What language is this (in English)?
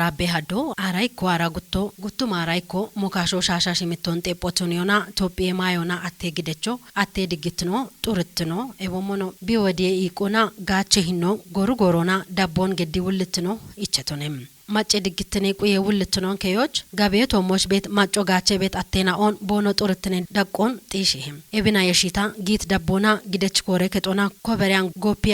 Kafa